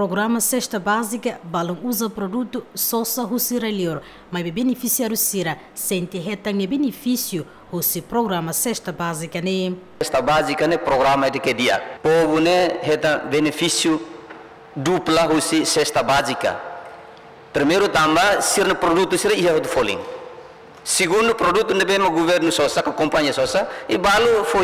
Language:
Tetum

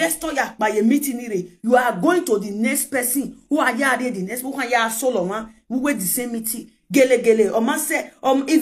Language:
Nigerian Pidgin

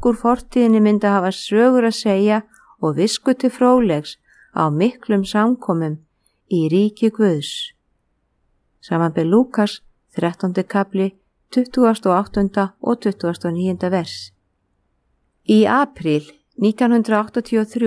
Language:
Icelandic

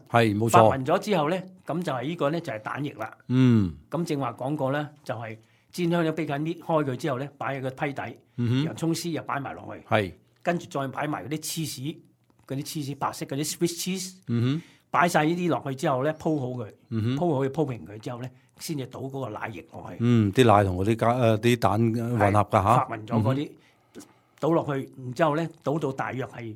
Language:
Cantonese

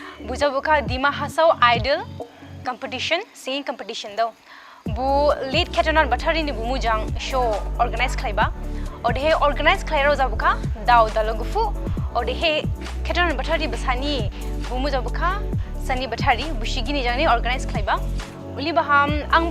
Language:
Dimasa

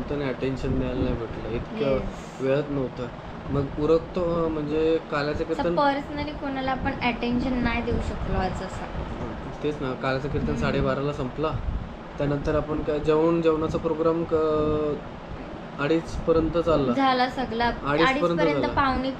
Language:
Marathi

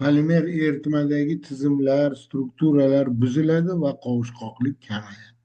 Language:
Uzbek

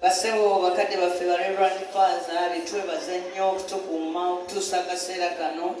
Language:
Ganda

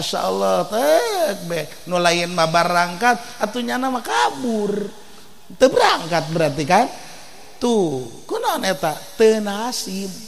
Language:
Sundanese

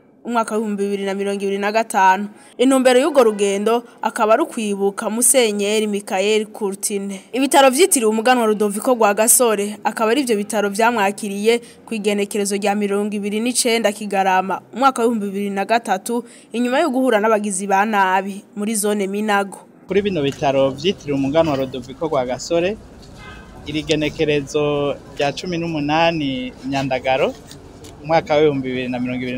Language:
Rundi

